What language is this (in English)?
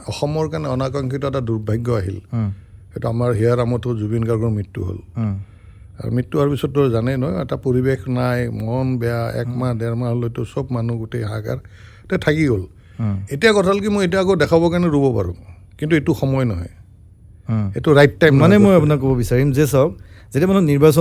Assamese